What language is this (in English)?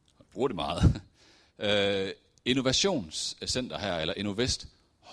Danish